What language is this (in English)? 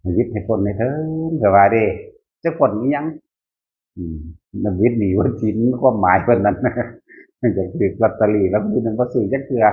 Northeastern Thai